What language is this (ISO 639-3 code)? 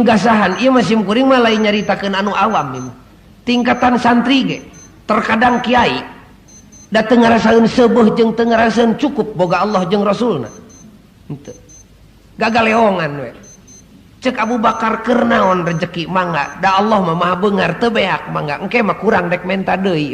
sun